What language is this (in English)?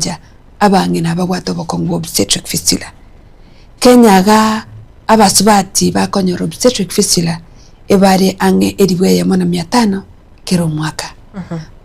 Gusii